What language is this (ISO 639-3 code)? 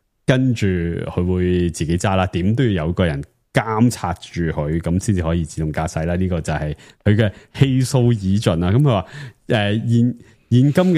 yue